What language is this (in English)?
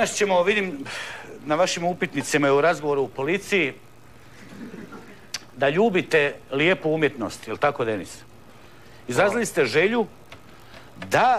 Croatian